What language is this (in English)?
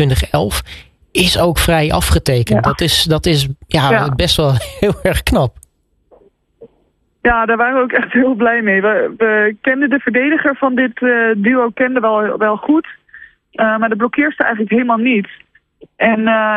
Dutch